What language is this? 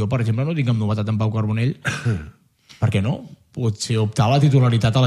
Catalan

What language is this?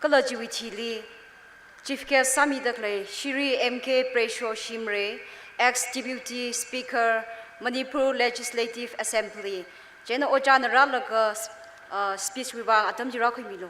Tangkhul Naga (India)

